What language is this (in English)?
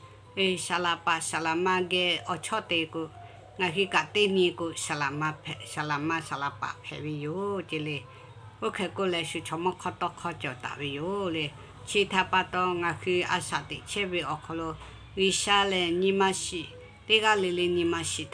Lahu